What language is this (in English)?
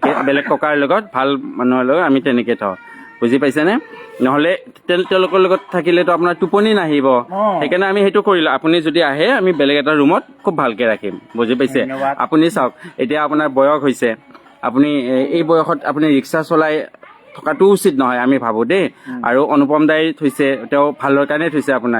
Assamese